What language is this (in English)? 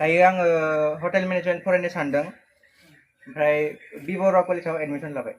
Bodo